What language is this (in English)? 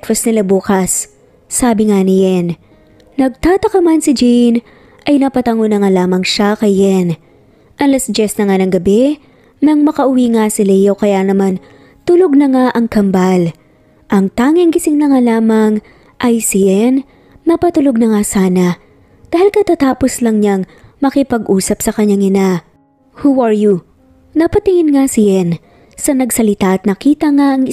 Filipino